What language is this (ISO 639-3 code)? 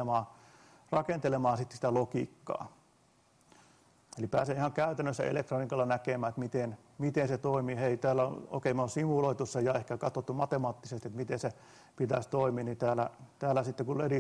fin